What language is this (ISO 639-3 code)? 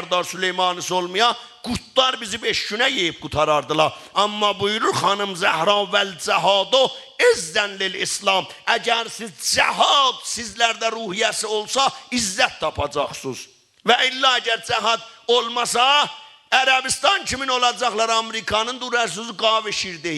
azb